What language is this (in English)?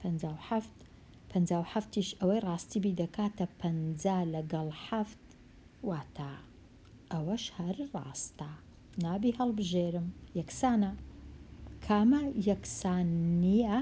Central Kurdish